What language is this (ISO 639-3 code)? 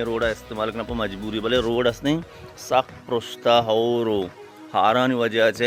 bal